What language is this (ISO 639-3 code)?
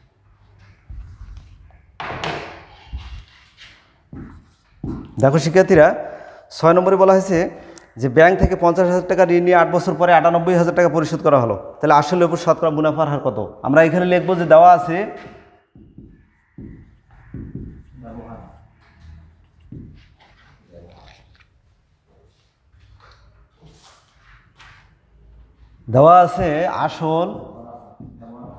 ben